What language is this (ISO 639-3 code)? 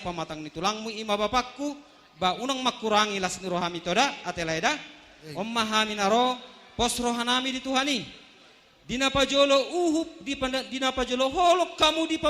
bbc